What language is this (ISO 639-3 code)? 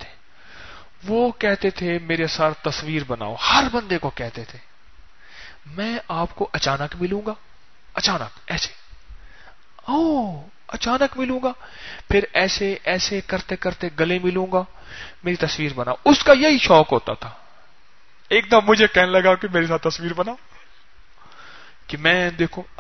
urd